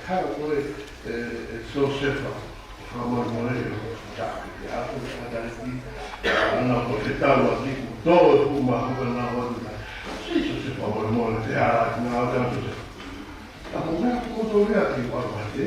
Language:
Tongan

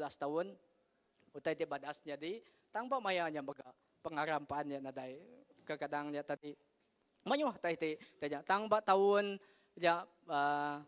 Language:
Iban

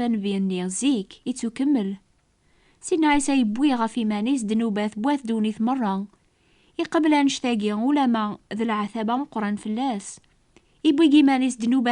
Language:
Kabyle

